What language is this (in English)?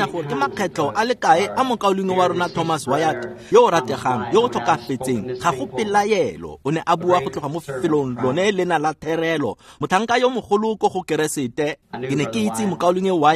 Tswana